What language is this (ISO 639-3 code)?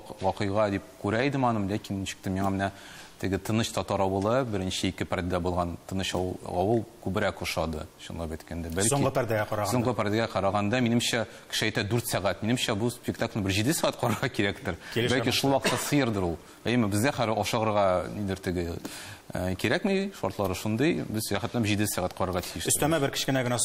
tat